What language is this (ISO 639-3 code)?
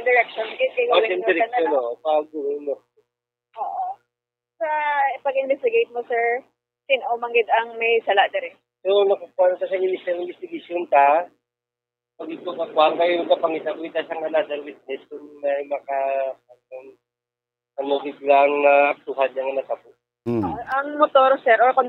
hil